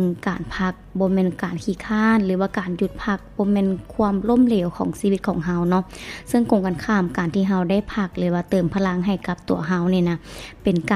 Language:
Lao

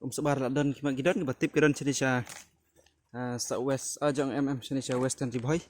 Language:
Khasi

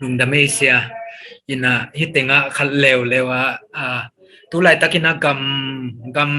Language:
Tedim Chin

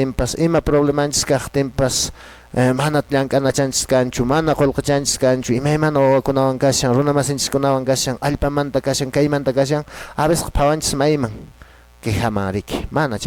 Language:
Quechua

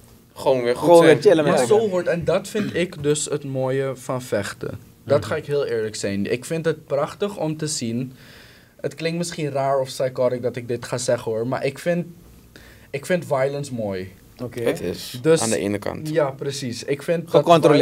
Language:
Dutch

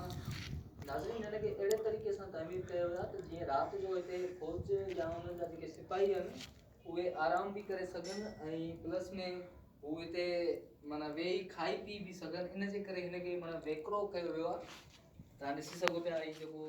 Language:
Sindhi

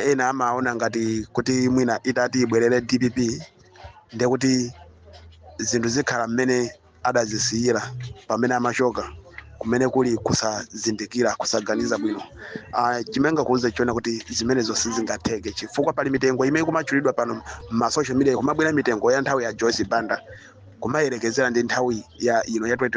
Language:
Nyanja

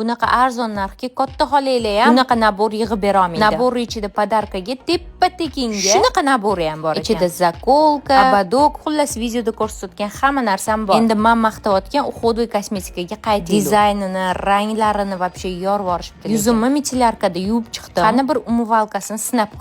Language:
Uzbek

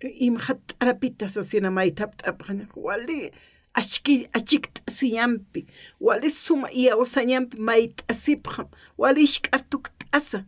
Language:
Aymara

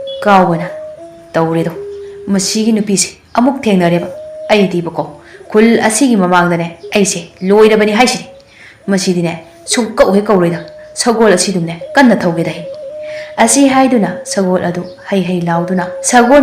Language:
Manipuri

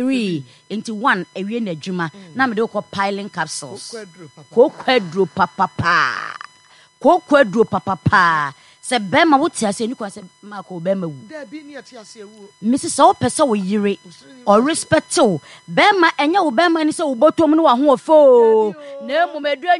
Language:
Akan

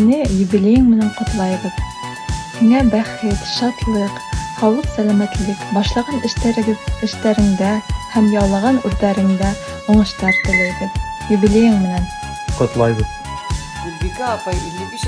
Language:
Bashkir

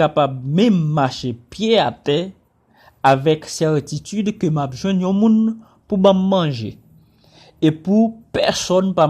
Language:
Haitian Creole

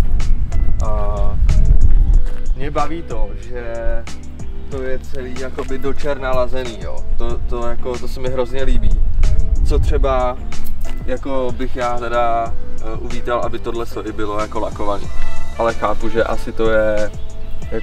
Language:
Czech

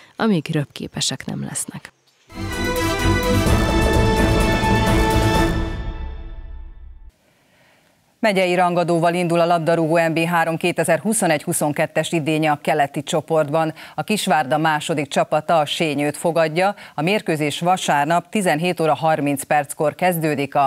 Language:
Hungarian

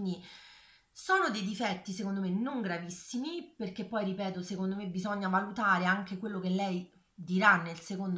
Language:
Italian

